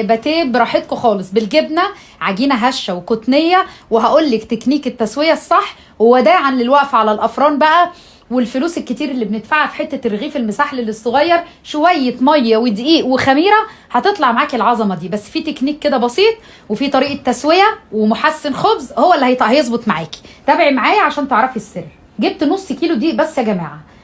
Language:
Egyptian Arabic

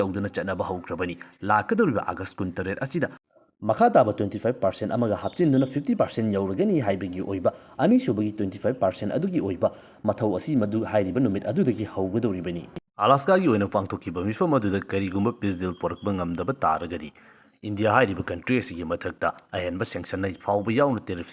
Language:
Manipuri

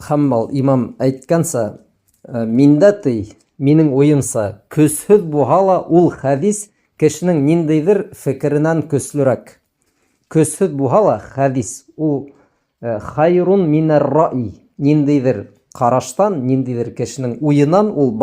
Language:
Bashkir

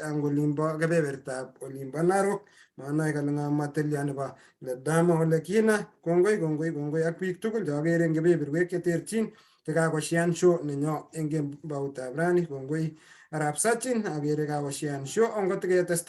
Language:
Kalenjin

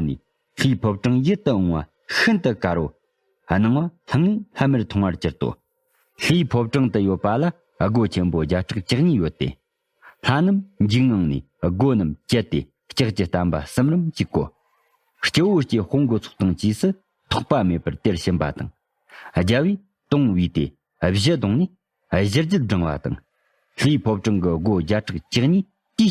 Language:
Tibetan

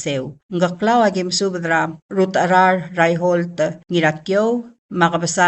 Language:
Palauan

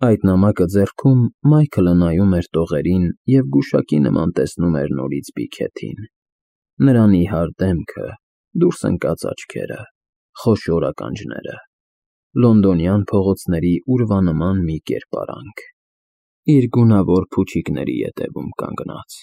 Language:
Armenian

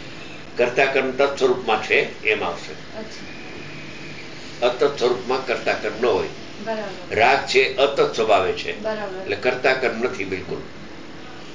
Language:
Gujarati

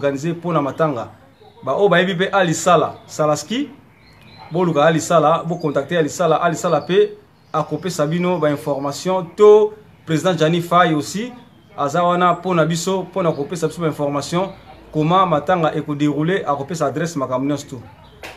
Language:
Lingala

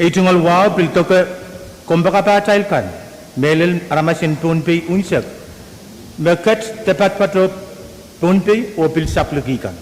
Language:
Pohnpeian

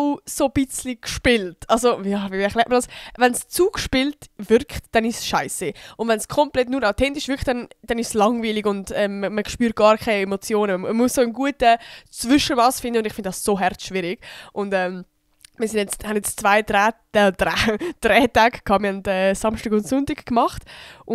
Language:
Swiss German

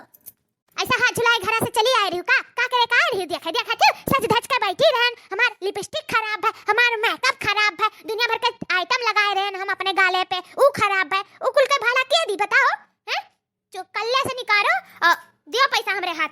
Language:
Awadhi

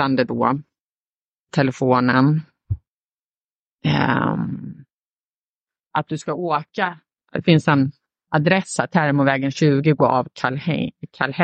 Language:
Swedish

